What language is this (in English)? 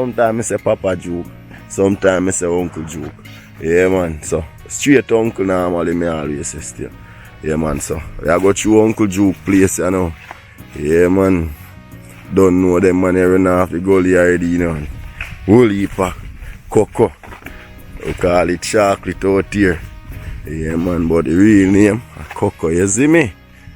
Jamaican Creole English